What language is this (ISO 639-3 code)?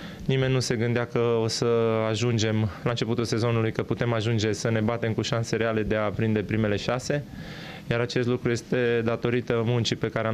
ron